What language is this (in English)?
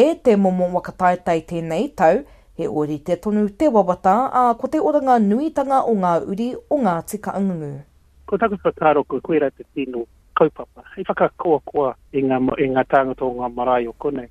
Māori